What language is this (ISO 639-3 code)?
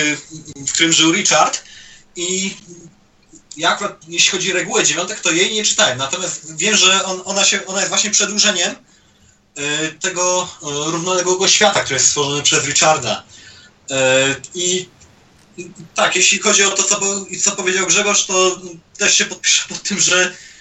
pol